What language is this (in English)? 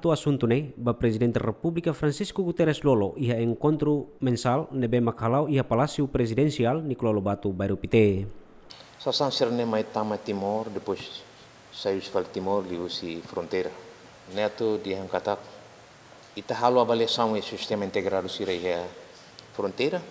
Tetum